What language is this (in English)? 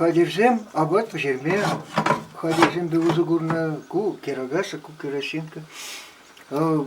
Chuvash